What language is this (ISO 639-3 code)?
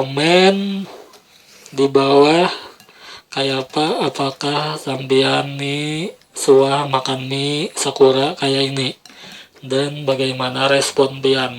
bjn